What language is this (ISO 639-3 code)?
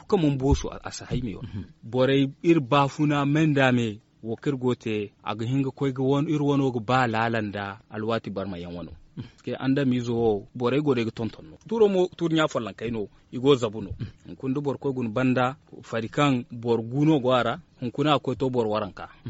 dje